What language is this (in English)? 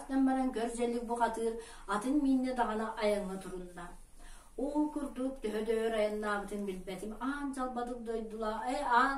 Yakut